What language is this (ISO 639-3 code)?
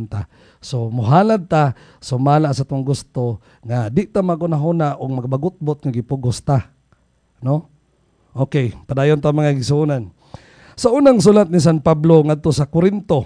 ceb